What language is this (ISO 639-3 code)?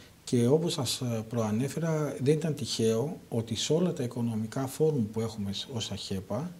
ell